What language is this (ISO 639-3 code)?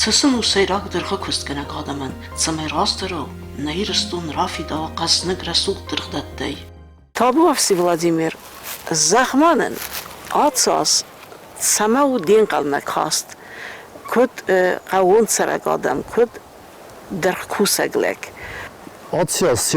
oss